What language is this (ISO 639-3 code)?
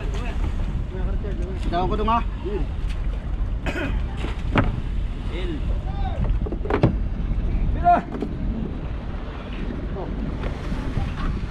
fil